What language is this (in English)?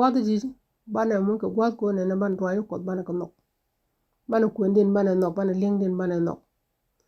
Nuer